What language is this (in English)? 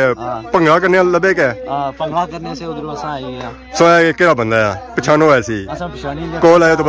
Pahari-Potwari